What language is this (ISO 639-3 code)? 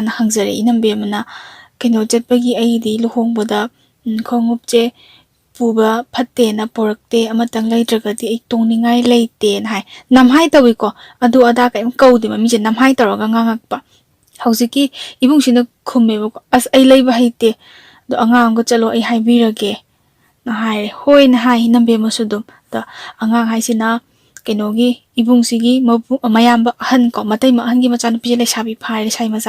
mni